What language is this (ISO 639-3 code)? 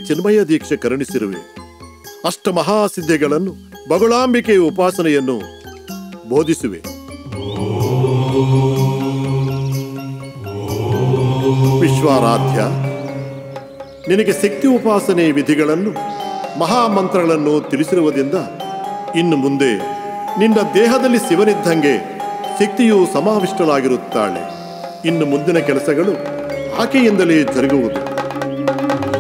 kan